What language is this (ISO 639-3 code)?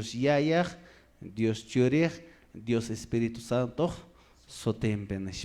que